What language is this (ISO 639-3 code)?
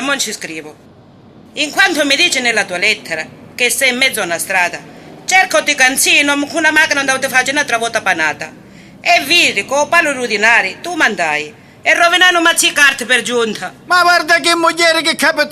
scn